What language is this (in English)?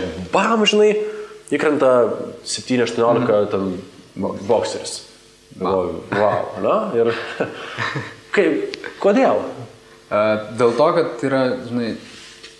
Lithuanian